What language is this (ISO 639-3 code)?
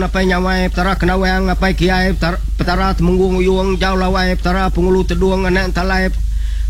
iba